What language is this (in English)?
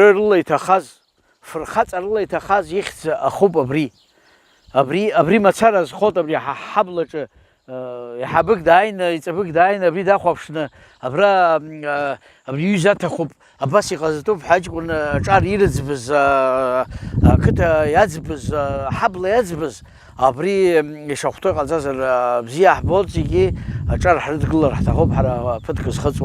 Abkhazian